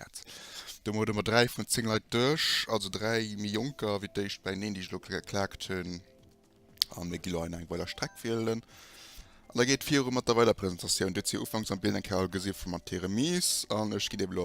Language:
Luxembourgish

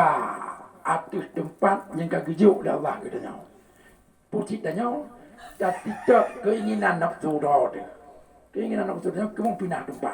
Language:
Achinese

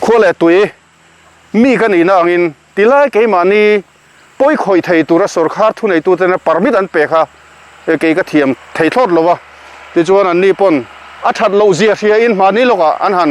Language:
Mizo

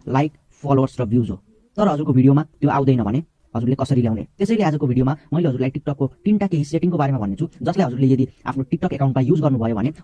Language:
Nepali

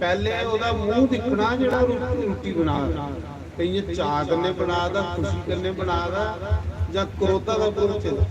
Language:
Dogri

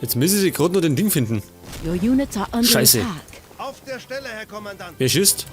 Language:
Bavarian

